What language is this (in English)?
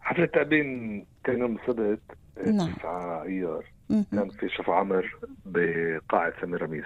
North Levantine Arabic